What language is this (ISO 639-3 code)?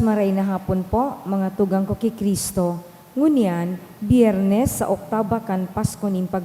bik